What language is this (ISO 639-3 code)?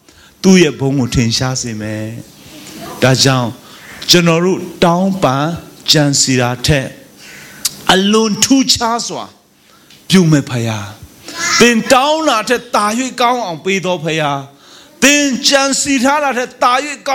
mya